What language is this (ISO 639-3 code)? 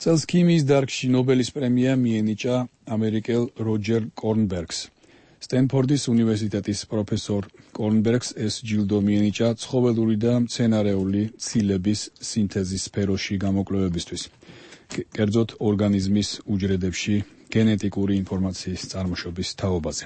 kat